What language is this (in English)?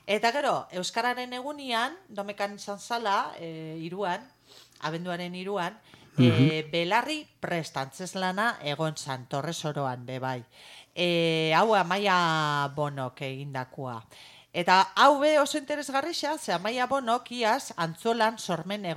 Basque